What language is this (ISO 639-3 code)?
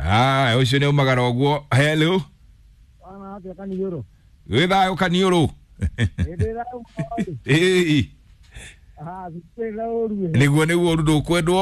kik